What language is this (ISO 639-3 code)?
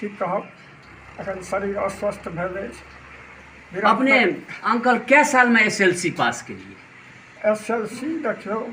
mai